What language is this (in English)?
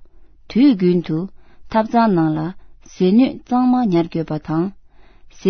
Tibetan